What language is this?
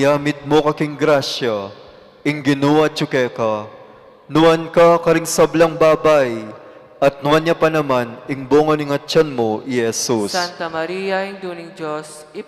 Pampanga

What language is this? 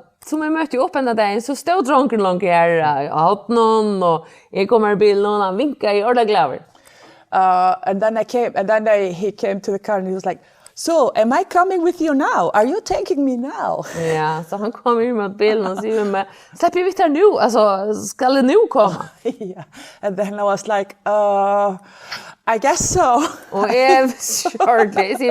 Faroese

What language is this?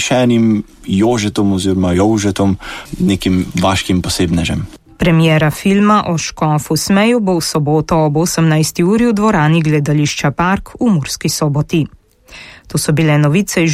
Slovenian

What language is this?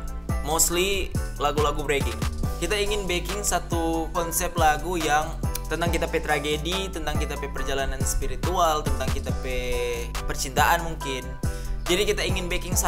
Manado Malay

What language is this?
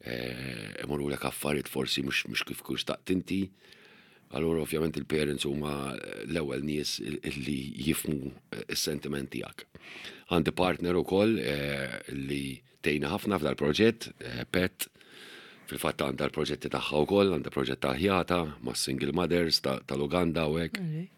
Maltese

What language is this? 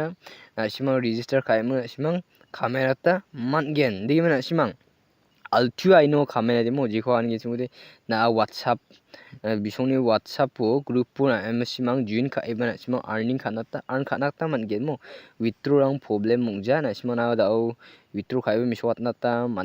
Garo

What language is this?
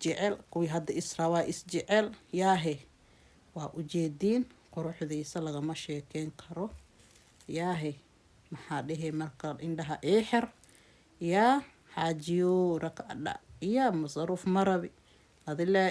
Somali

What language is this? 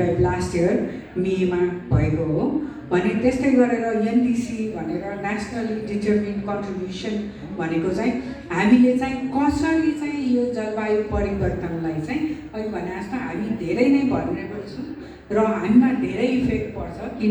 Nepali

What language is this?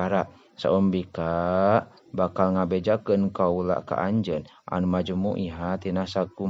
Sundanese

